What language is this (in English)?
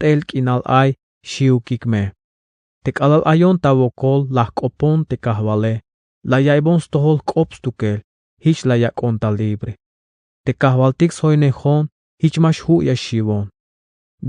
Tzeltal